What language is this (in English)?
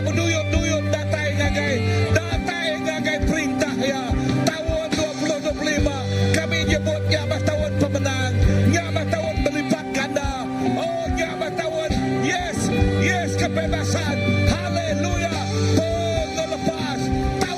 Iban